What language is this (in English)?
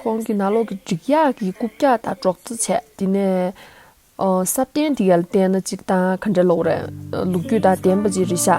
Tibetan